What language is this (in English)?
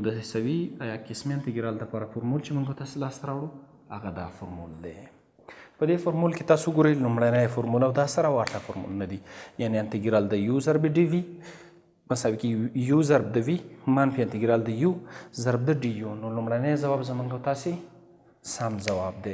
Pashto